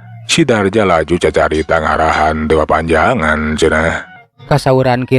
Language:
Sundanese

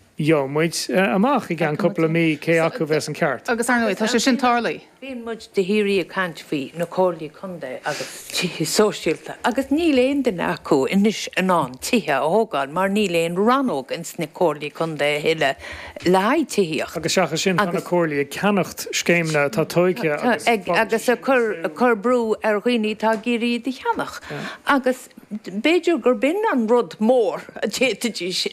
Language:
Irish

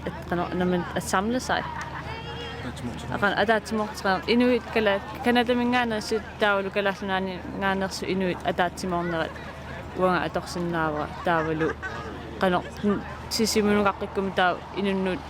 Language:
Kalaallisut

